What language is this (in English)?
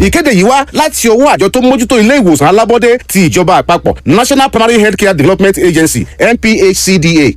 Yoruba